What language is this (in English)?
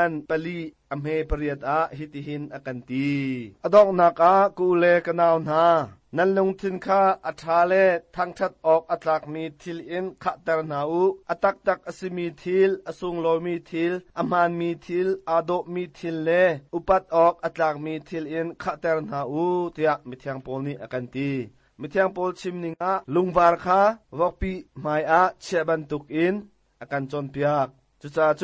Hakha Chin